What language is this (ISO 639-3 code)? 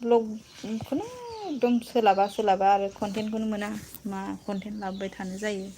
brx